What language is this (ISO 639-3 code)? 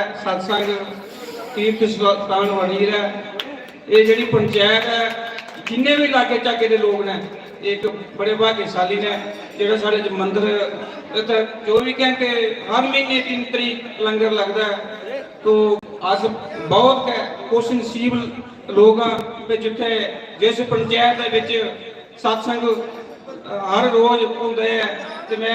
doi